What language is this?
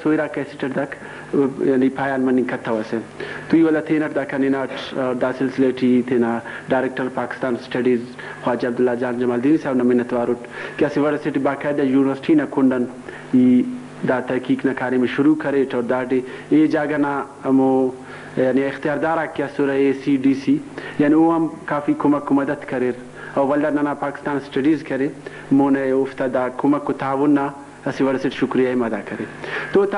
Brahui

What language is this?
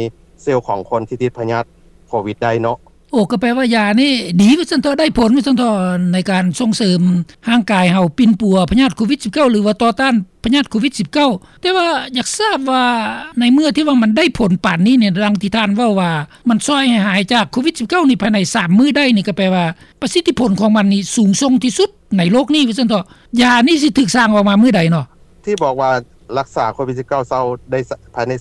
Lao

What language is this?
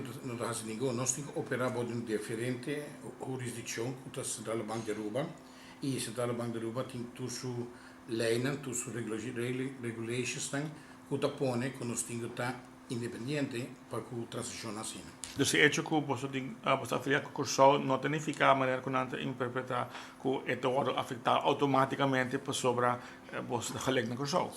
Papiamento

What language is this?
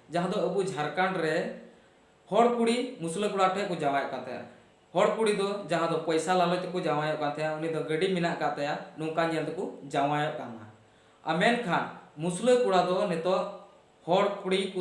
Santali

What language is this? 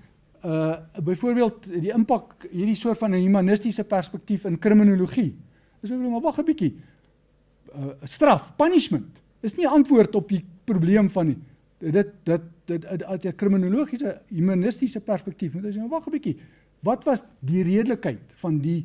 Afrikaans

